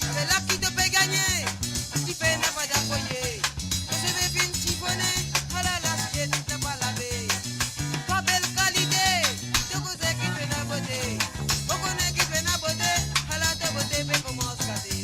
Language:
Morisyen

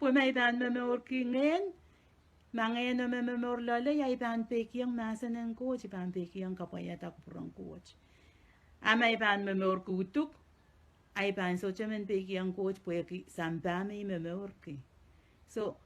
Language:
Pohnpeian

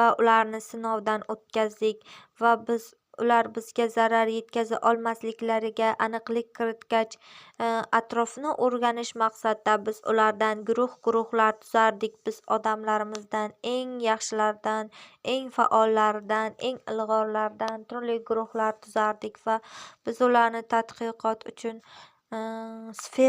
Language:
Uzbek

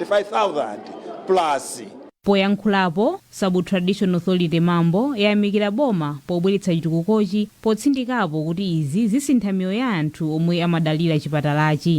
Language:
Nyanja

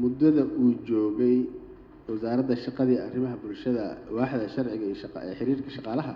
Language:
Somali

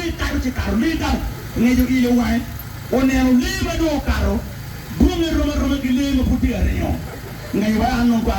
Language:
Acoli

